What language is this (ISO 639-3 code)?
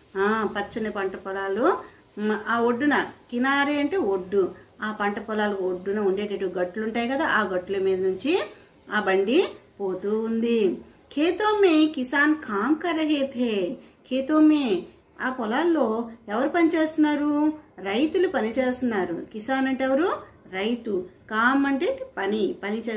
tel